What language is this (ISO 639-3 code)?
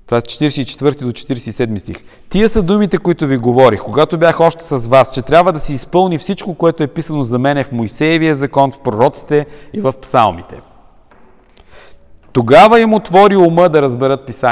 bul